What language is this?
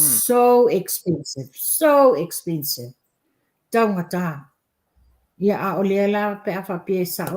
Samoan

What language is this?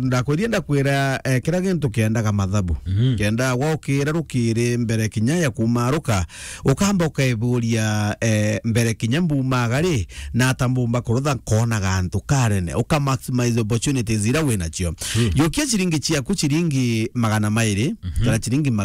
Meru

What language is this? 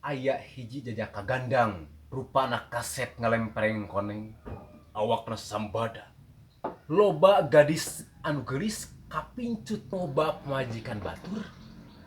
Sundanese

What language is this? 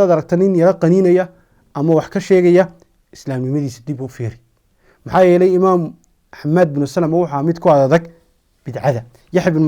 Somali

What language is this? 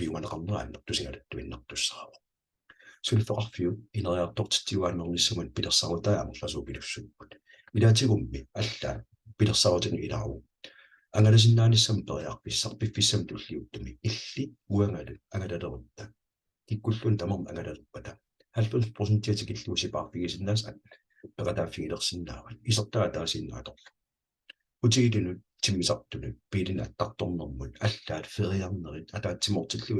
Kalaallisut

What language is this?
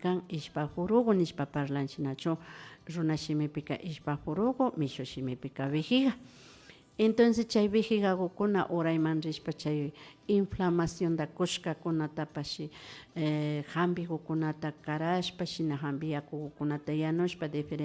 Imbabura Highland Quichua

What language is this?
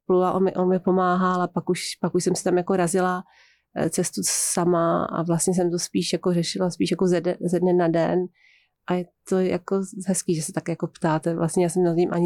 Czech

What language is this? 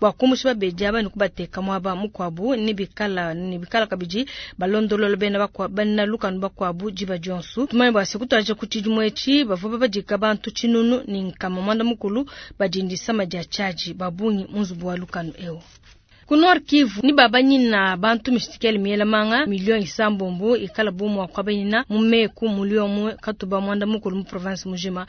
Luba-Lulua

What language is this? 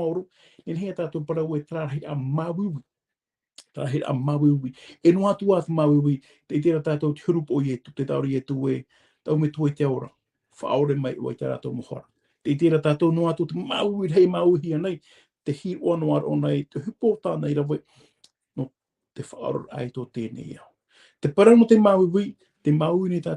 Tahitian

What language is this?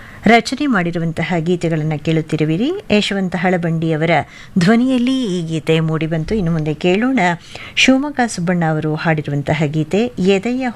Kannada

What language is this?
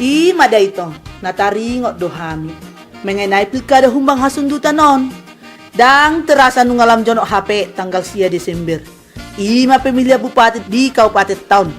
Batak Toba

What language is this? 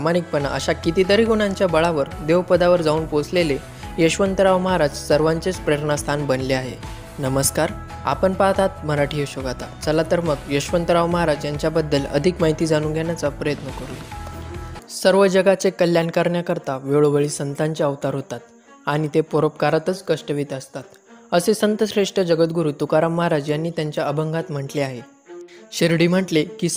Marathi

